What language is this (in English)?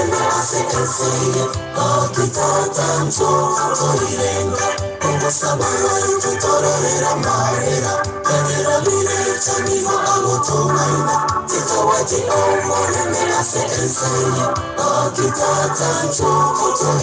Gusii